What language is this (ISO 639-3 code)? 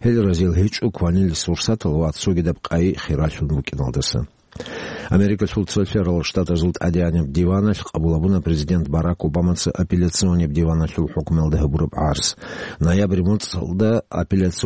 ava